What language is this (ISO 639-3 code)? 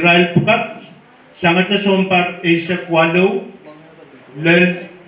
pon